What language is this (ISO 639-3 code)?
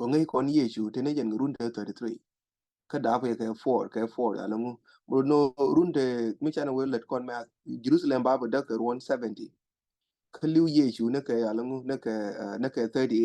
nus